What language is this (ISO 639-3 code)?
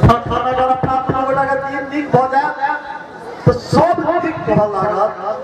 mai